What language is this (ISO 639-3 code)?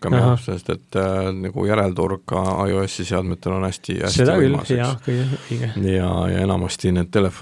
est